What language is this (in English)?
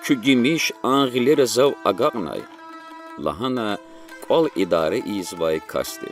Lezghian